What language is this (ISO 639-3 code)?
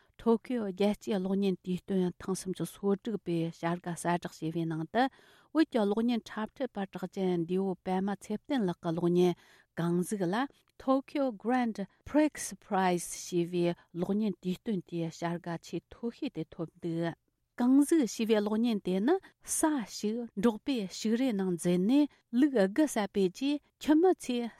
bod